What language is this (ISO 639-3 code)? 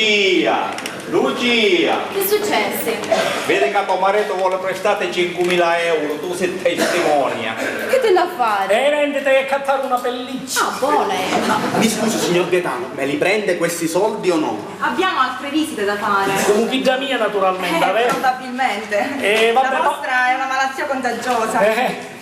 scn